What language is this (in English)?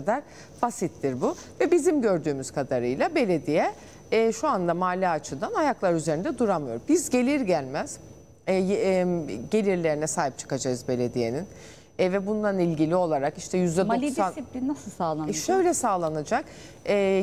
Turkish